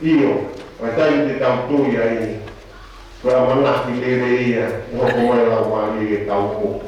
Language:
Tongan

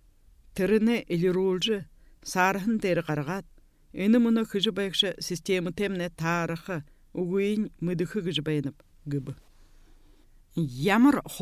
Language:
Buriat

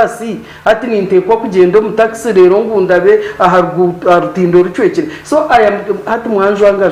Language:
Nyankole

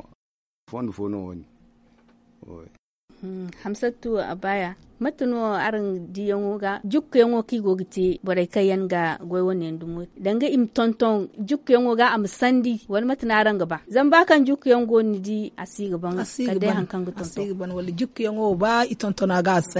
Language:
Zarma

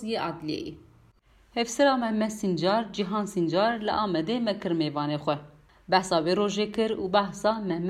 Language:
Kurdish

